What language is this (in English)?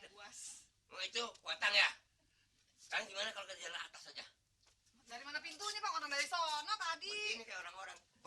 Betawi